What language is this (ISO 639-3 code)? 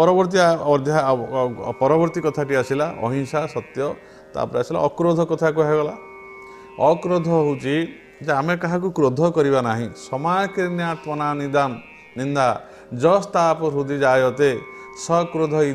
ori